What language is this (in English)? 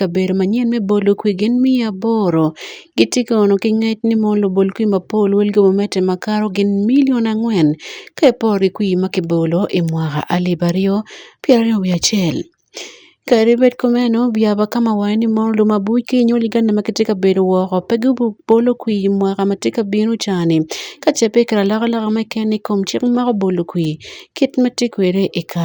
Acoli